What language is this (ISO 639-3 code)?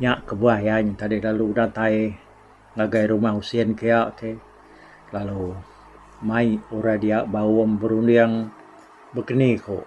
iba